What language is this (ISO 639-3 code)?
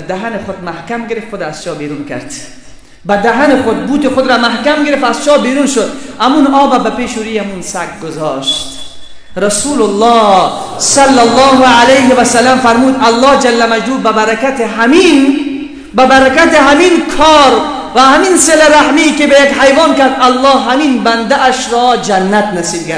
fas